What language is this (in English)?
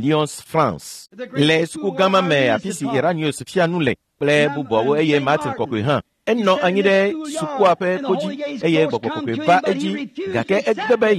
Ewe